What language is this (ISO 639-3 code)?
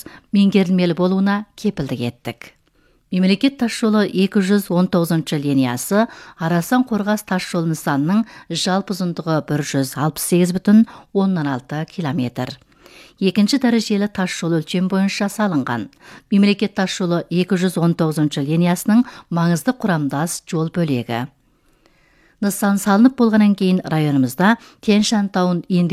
kaz